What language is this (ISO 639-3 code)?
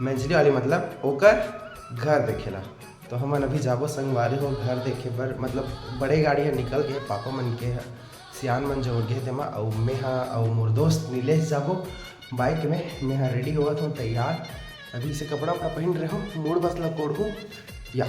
hne